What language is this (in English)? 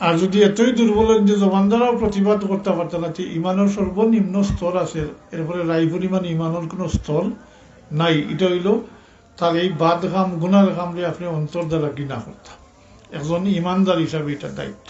Sylheti